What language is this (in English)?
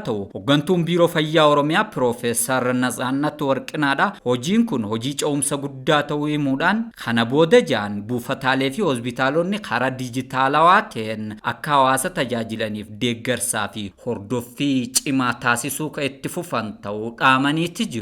Oromo